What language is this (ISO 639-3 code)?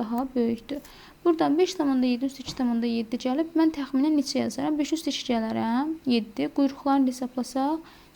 aze